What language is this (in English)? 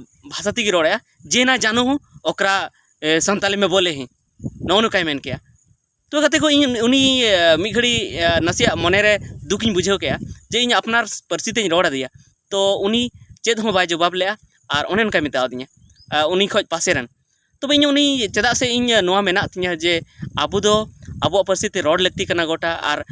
Santali